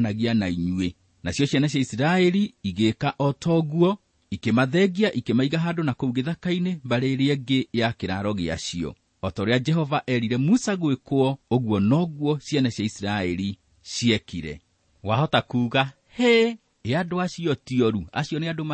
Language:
Kikuyu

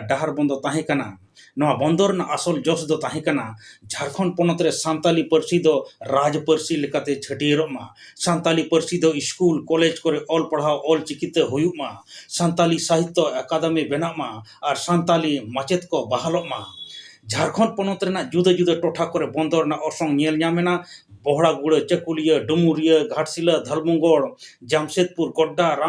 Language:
Santali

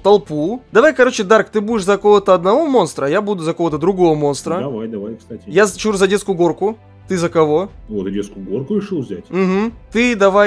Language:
Russian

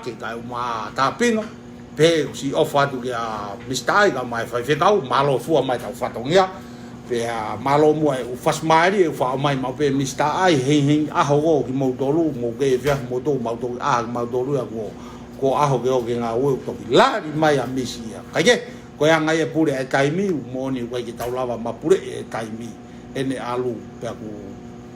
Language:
Tongan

